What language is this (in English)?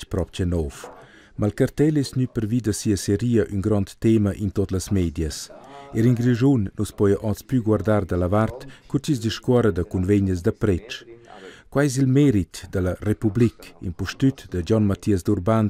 Romansh